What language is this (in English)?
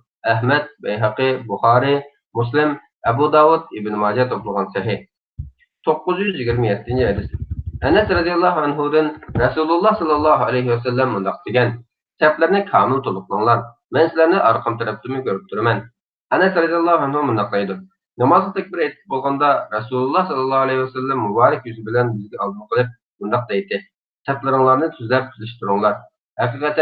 Uyghur